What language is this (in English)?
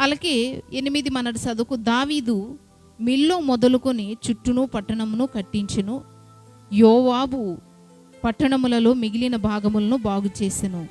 Koya